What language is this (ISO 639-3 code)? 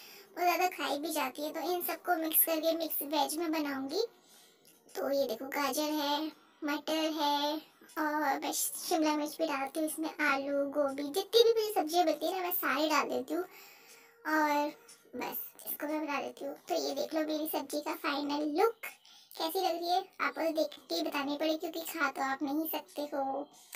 hin